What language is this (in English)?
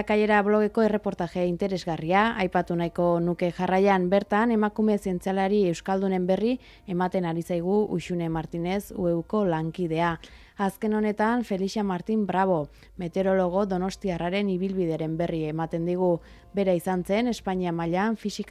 Basque